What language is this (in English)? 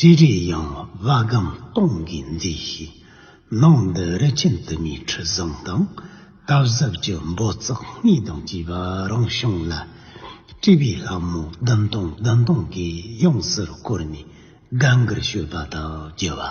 Tibetan